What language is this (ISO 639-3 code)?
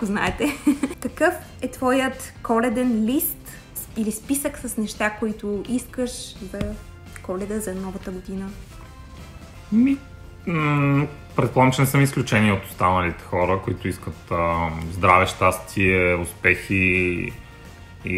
bul